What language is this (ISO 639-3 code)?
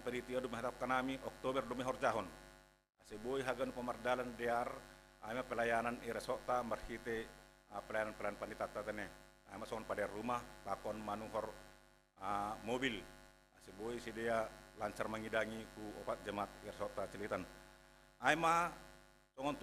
bts